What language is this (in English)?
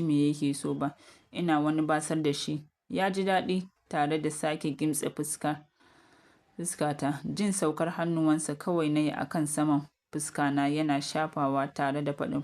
Hausa